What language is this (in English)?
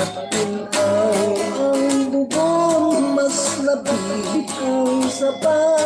Hiligaynon